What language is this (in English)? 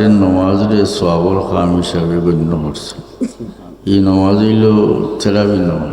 Sylheti